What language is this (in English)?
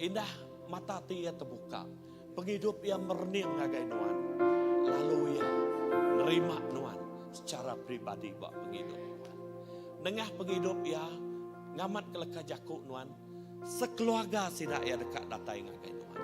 Iban